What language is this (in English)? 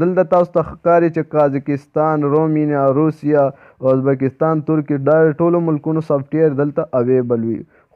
Pashto